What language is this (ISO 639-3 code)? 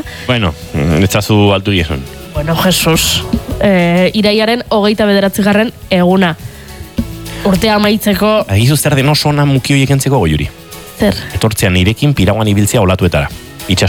eus